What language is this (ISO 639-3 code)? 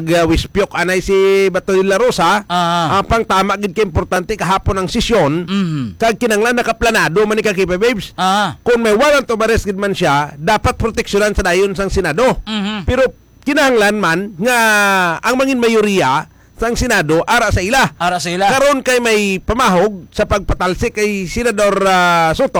hil